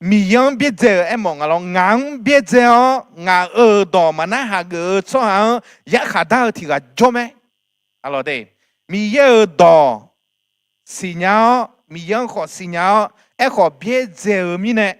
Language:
Akha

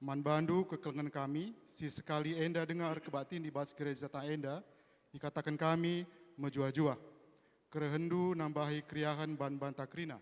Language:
Batak Karo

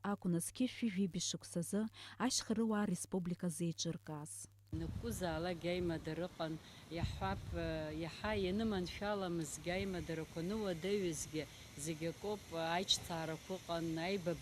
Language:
Abkhazian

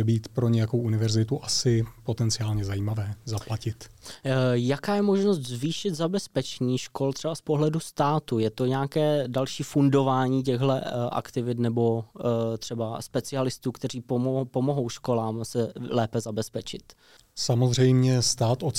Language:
Czech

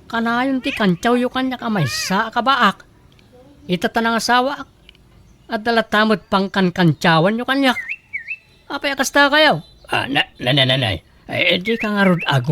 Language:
Iloko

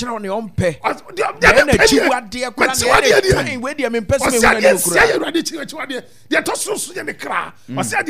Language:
Akan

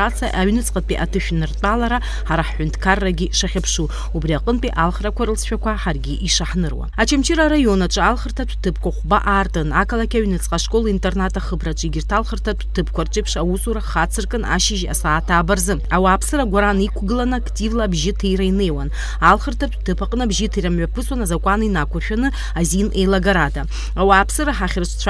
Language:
Abkhazian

